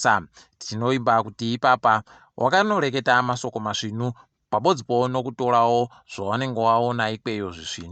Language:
Ndau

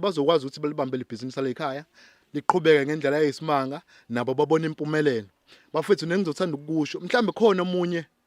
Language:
Zulu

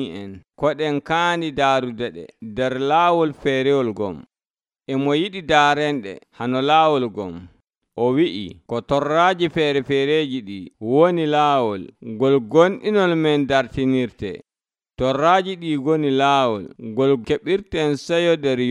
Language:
Nigerian Fulfulde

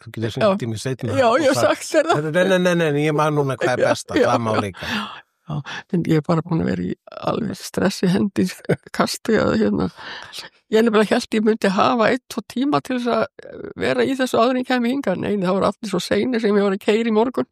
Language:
Icelandic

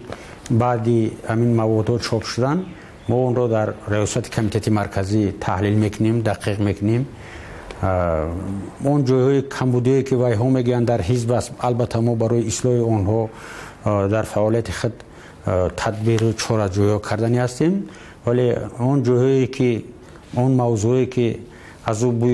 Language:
Tajik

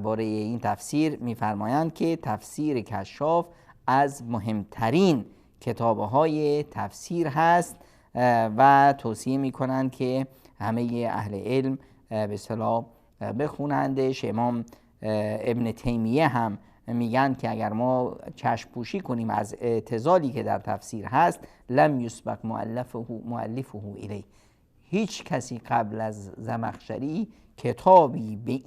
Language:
Persian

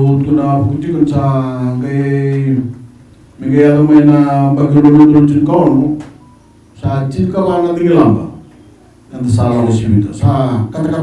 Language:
Fijian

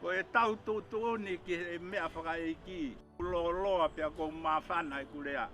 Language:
Tongan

